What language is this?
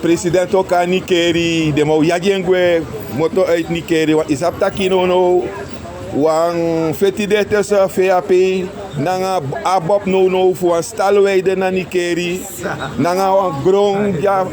Sranan Tongo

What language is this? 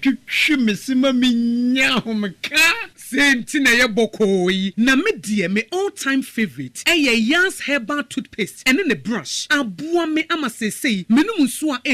Akan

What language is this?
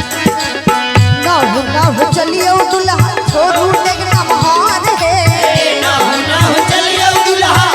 Maithili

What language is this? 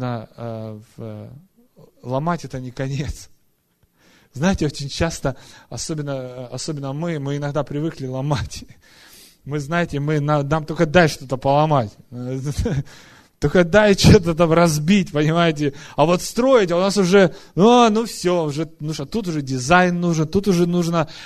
Russian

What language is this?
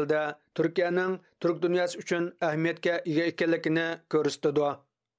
Uyghur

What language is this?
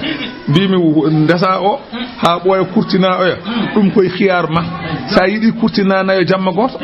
Fula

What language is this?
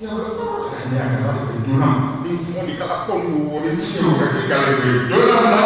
Ewe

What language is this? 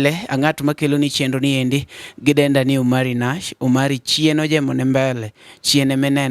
Luo (Kenya and Tanzania)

